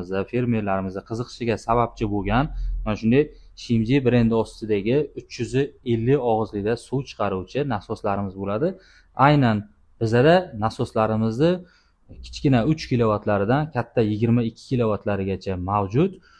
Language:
Uzbek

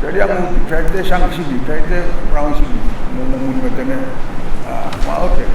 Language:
Pohnpeian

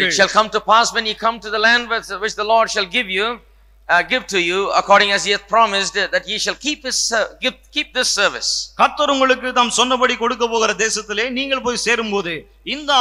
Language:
Tamil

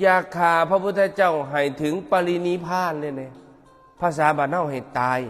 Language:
Northeastern Thai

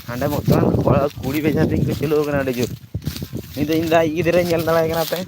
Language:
Santali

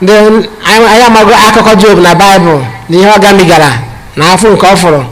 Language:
Igbo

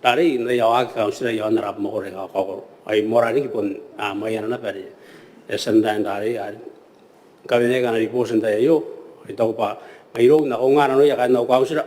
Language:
Gilbertese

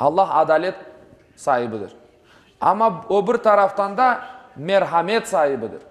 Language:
Crimean Tatar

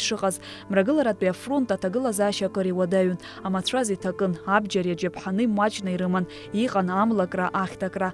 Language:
Abkhazian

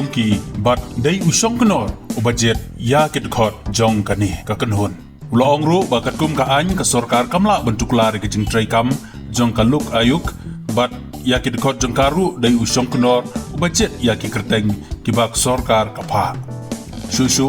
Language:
Khasi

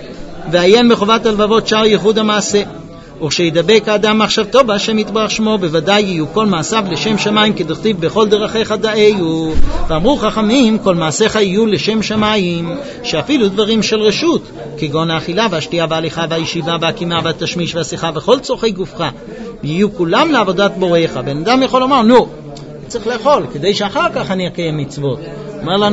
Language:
Hebrew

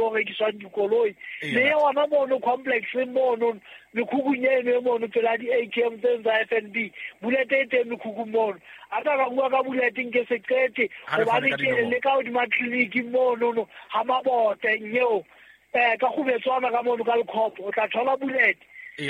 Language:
Southern Sotho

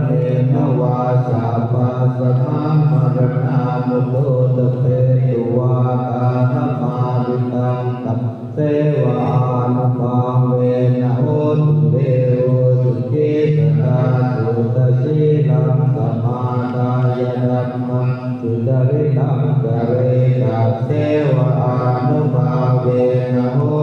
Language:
Pali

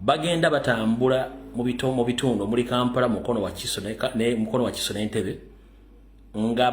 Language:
Ganda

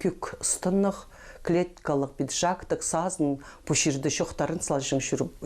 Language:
Khakas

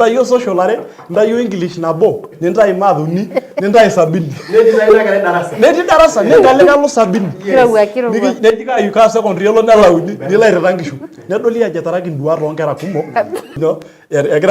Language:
Masai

